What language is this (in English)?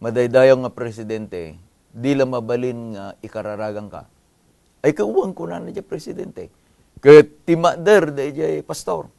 Iloko